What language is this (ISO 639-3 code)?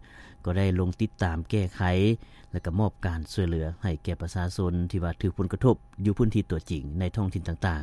lao